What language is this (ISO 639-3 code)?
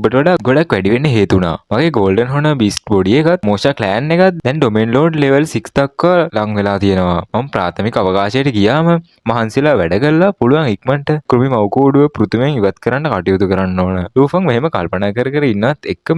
sin